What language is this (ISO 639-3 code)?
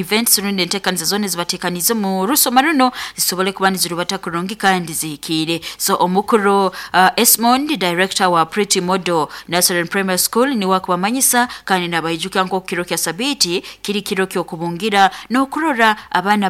nyo